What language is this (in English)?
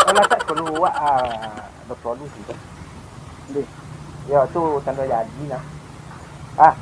Minangkabau